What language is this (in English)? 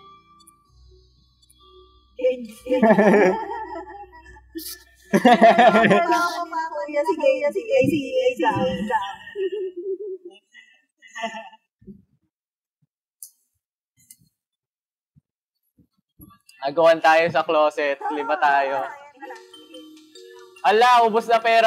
Filipino